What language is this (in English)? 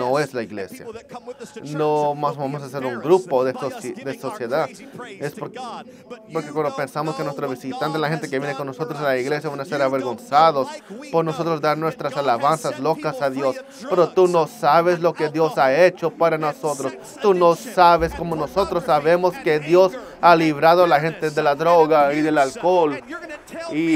Spanish